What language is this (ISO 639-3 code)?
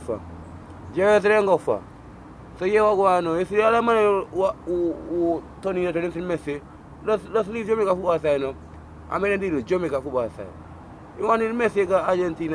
jam